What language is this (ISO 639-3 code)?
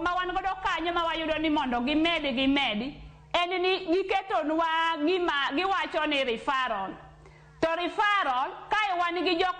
luo